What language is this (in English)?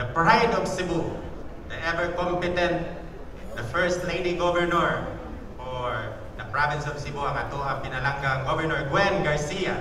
Cebuano